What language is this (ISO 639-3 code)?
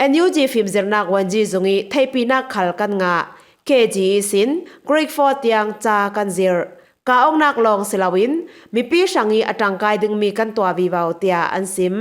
cfm